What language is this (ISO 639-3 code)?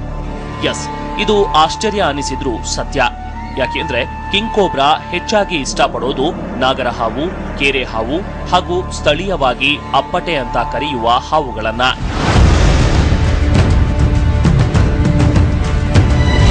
kan